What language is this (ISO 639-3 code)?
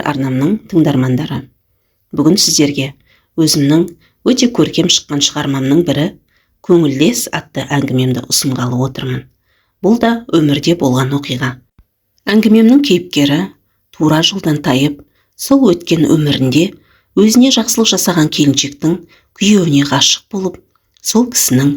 kaz